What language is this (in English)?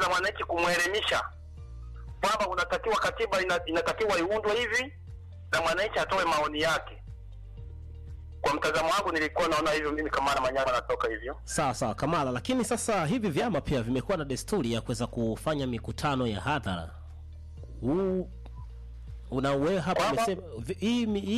Swahili